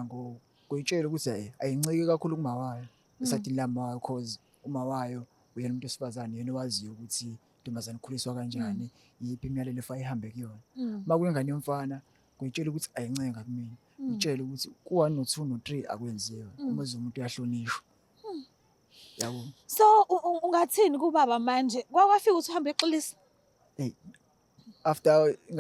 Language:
Zulu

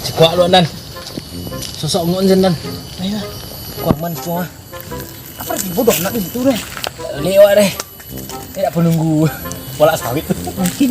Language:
Minangkabau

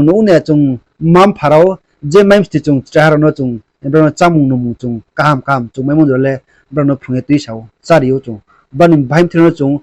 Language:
Riang (India)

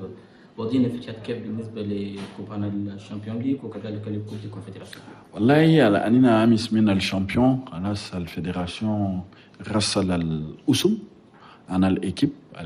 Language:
Chadian Arabic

